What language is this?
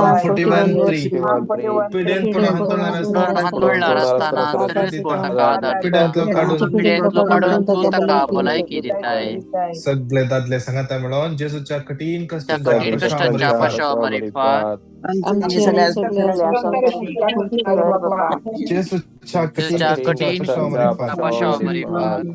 Konkani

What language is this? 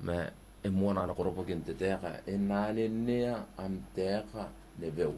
Gilbertese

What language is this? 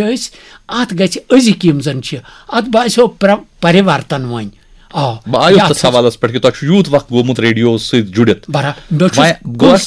Kashmiri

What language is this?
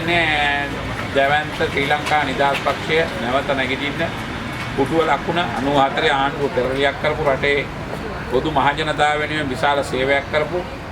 Sinhala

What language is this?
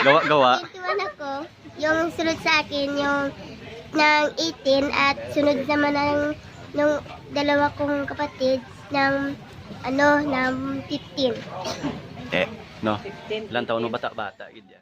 Hiligaynon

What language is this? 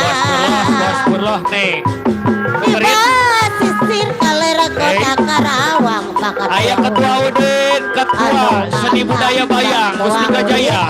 Betawi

